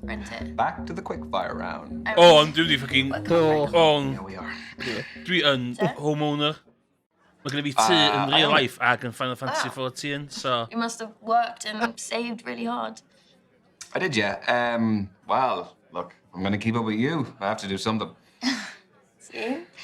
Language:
Welsh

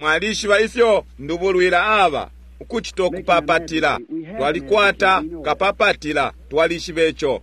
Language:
Bemba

